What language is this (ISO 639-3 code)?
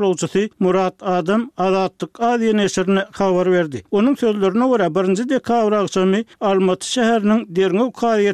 tuk